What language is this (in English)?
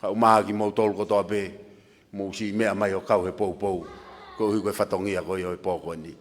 Tongan